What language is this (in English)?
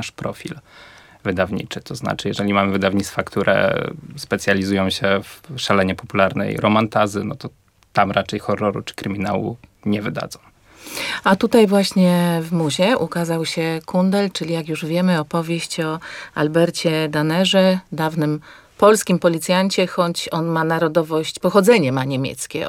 Polish